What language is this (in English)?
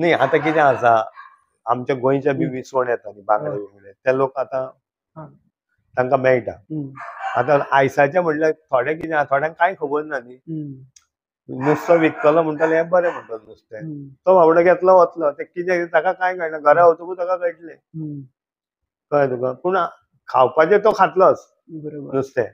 Konkani